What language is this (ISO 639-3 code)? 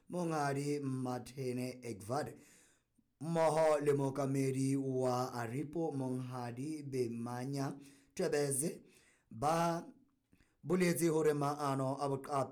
sot